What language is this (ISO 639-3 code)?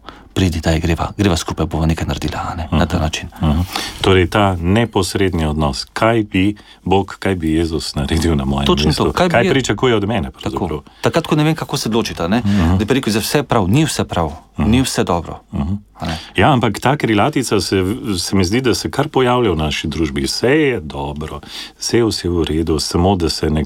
slv